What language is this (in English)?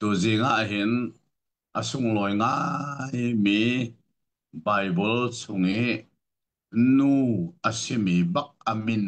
Hakha Chin